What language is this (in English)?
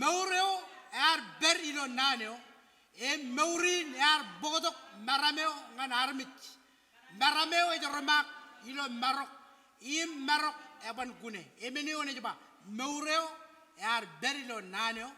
Marshallese